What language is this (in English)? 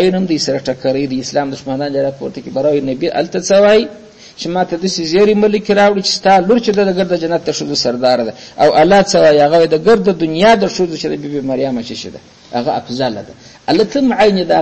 Pashto